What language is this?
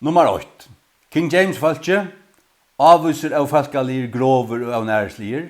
Faroese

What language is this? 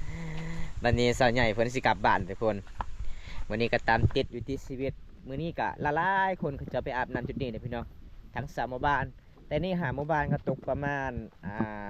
Lao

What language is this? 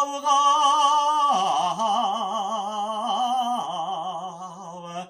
Bashkir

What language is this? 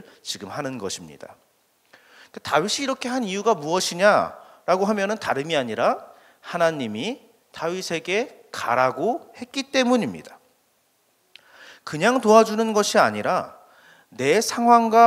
Korean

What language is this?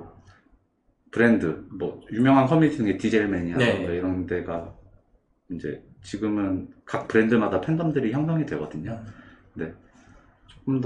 Korean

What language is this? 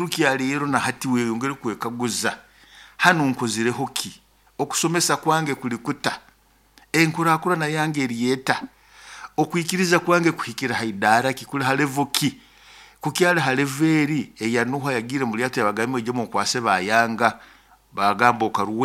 Nyoro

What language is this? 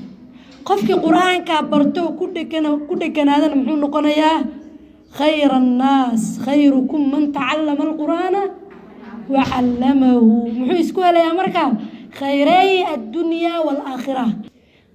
Somali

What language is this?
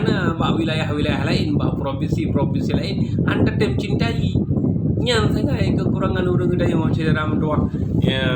Achinese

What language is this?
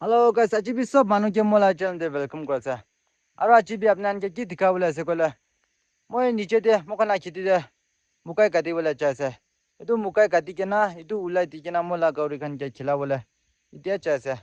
Naga Pidgin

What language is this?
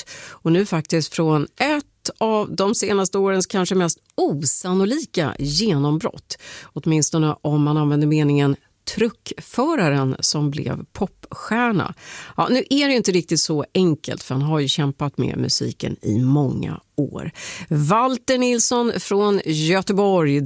Swedish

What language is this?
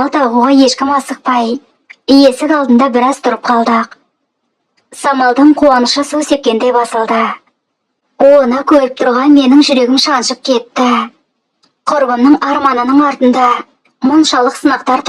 Kazakh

